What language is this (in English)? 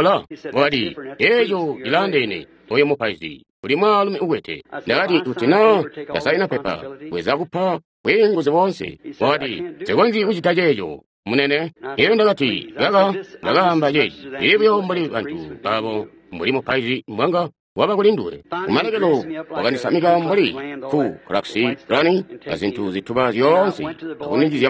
Tonga (Zambia)